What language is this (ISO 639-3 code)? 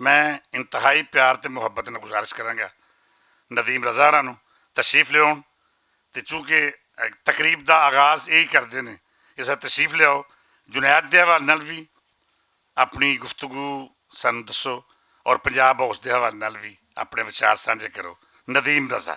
lah